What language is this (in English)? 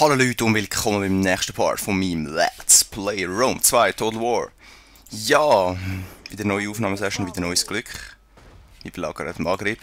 Swiss German